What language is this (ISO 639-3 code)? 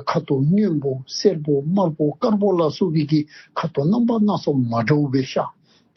dzo